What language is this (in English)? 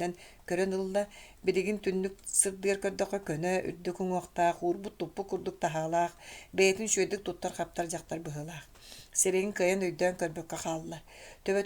Yakut